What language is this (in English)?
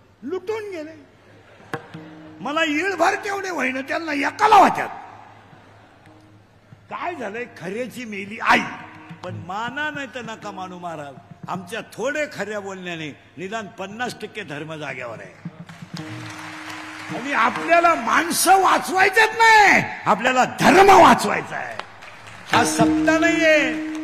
Marathi